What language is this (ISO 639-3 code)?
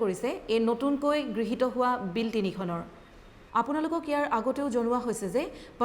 asm